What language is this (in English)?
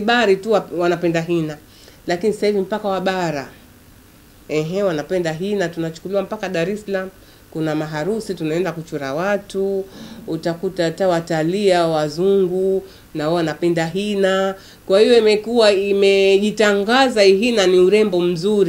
Swahili